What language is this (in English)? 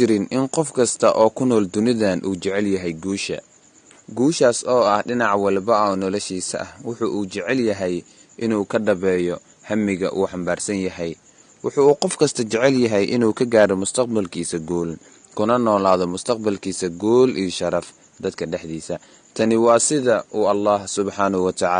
Somali